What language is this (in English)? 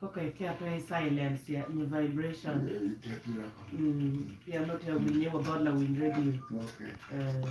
Acoli